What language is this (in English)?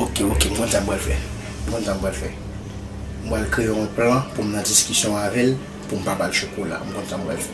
Haitian Creole